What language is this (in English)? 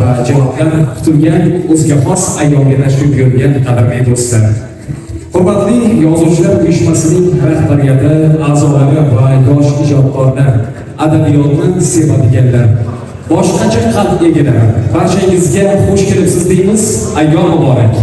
Uzbek